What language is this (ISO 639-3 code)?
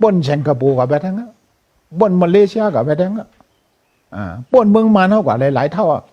shn